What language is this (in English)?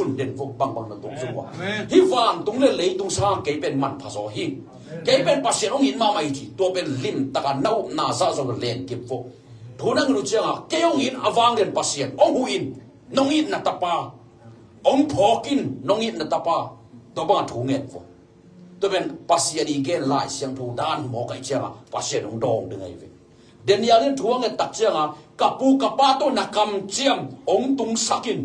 Tedim Chin